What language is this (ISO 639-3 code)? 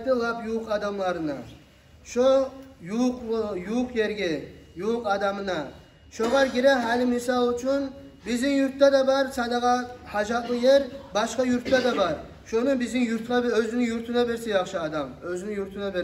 kum